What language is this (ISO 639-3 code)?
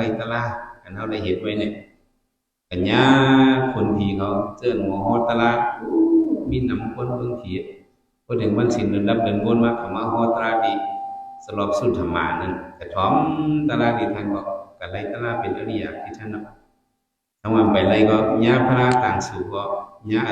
shn